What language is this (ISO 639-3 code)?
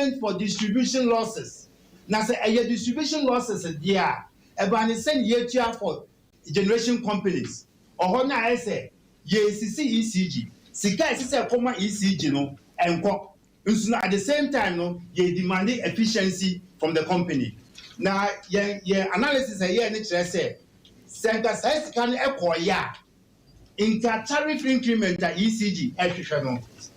aka